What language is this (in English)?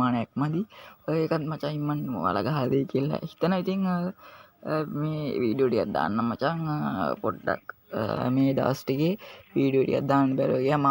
Sinhala